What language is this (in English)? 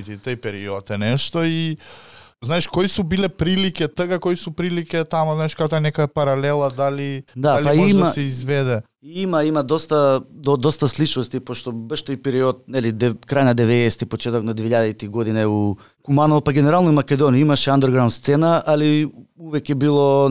Macedonian